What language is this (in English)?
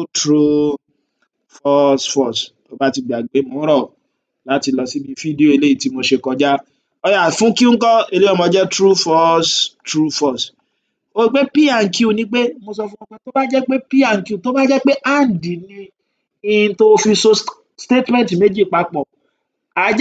Yoruba